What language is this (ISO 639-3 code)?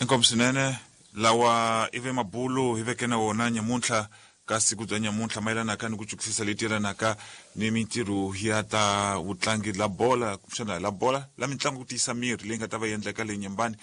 tso